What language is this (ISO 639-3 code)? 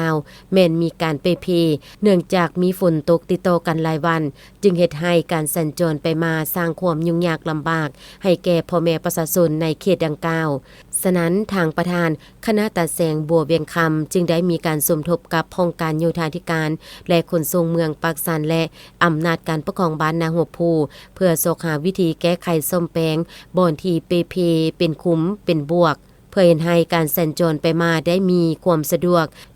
lao